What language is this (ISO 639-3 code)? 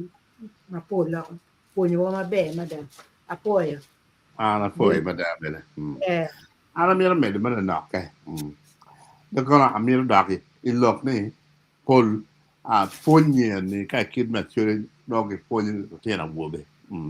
ach